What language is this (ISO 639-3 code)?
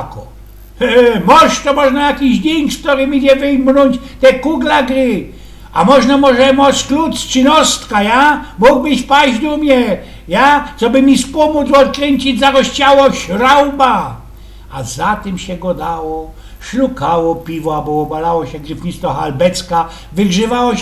szl